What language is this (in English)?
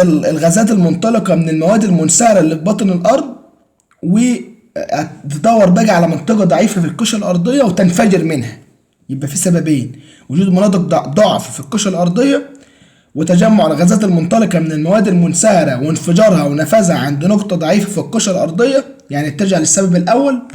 Egyptian Arabic